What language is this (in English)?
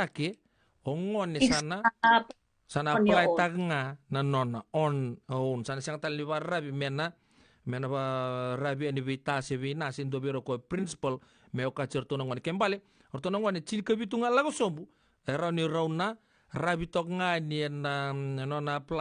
Fijian